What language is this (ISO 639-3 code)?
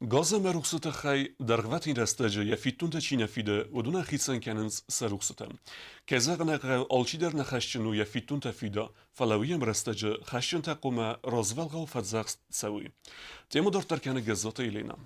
oss